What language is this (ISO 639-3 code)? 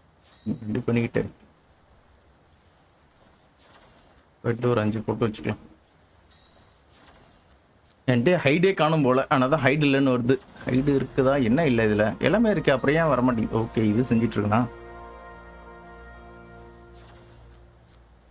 tam